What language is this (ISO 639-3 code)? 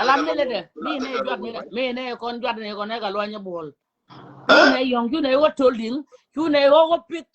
nus